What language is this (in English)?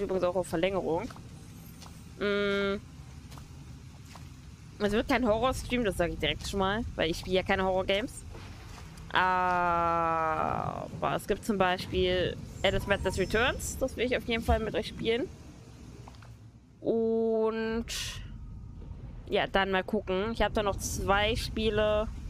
German